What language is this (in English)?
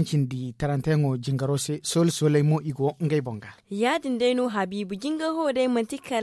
Zarma